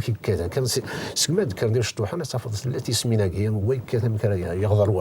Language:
Kabyle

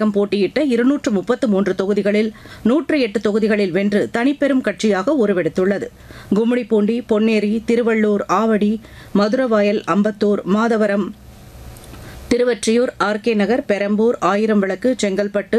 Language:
Tamil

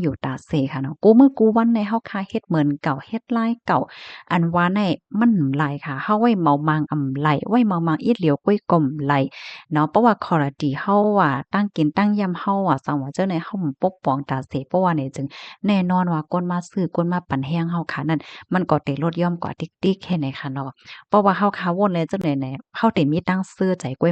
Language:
Shan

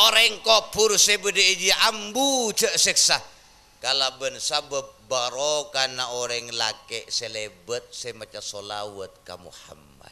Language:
Madurese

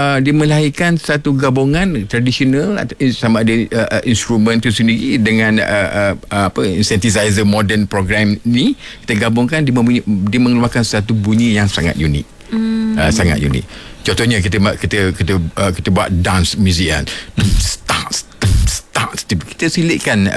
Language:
Malay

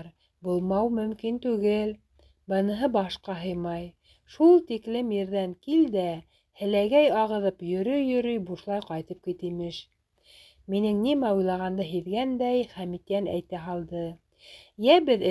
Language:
Bashkir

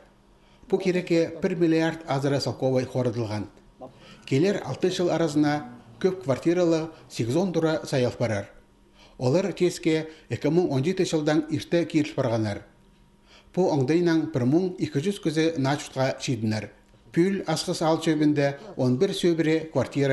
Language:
Khakas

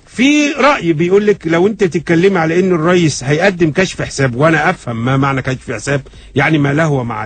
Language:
Egyptian Arabic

